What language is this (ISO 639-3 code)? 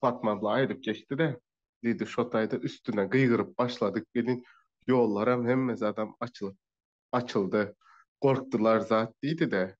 tuk